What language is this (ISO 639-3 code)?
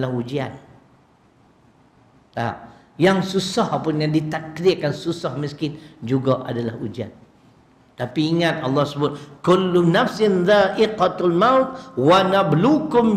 msa